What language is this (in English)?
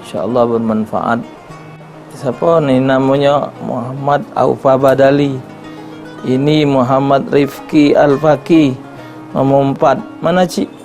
Musi